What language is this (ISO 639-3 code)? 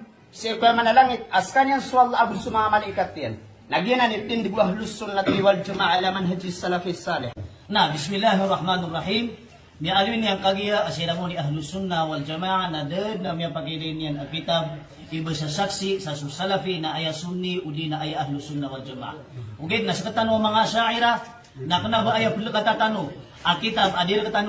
mrw